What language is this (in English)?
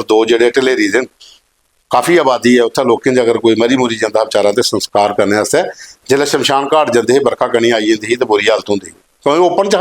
Dogri